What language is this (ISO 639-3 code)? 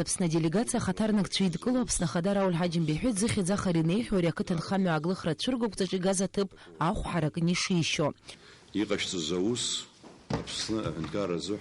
abk